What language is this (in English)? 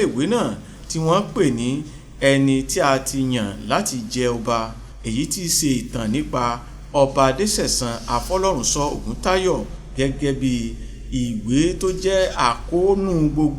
Yoruba